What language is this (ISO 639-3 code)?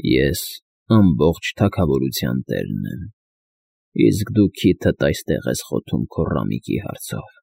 hye